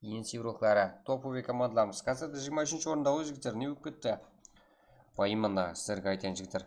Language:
Kara-Kalpak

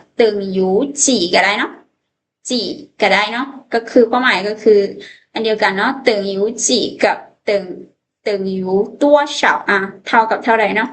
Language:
Lao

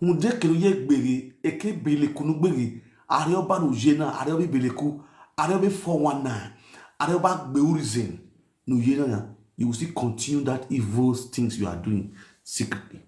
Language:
Nigerian Pidgin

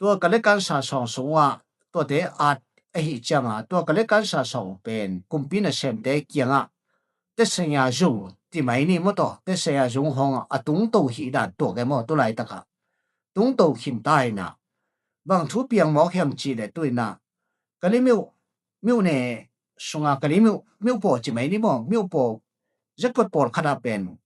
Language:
Tedim Chin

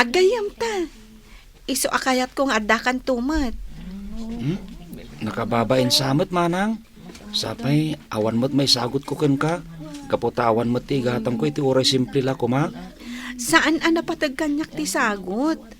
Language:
Iloko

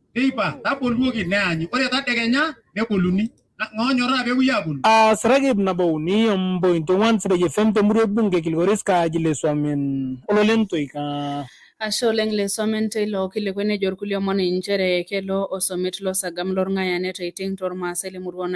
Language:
Masai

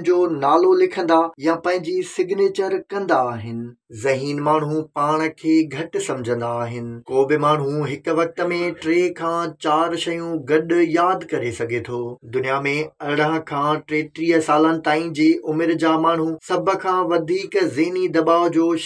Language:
Sindhi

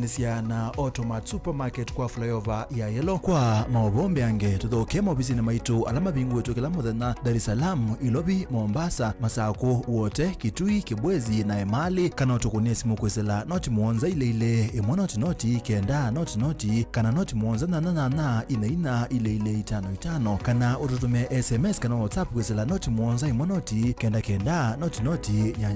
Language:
Kamba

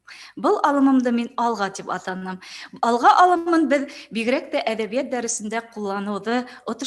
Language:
Bashkir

